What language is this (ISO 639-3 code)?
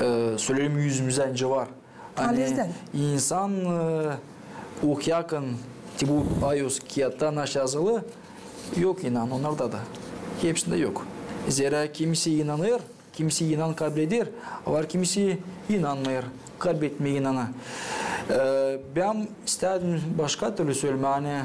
gag